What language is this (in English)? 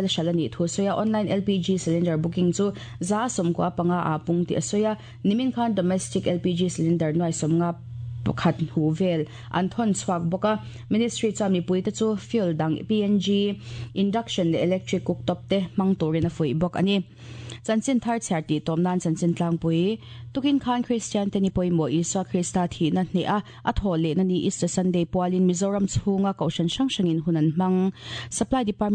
Mizo